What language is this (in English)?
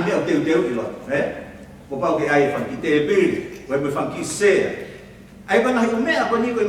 Tongan